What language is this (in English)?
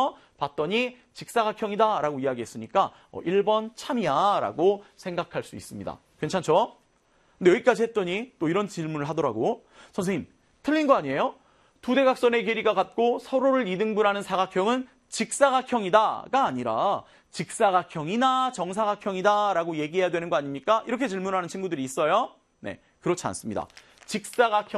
Korean